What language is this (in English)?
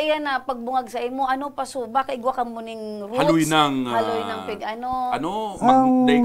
Bikol